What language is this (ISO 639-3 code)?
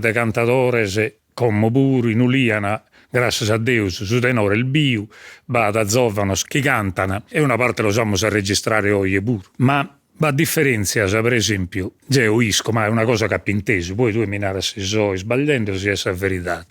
srd